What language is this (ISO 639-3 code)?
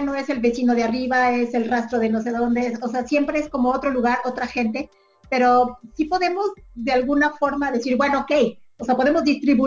spa